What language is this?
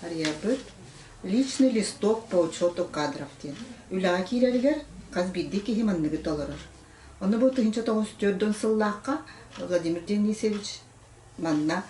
Yakut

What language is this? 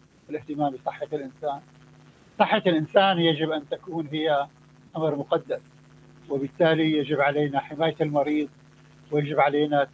Arabic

